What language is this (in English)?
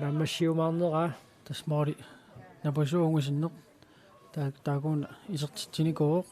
Kalaallisut